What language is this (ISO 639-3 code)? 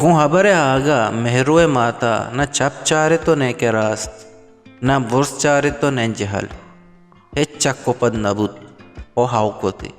bal